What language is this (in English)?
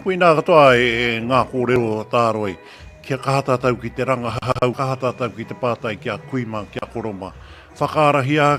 Māori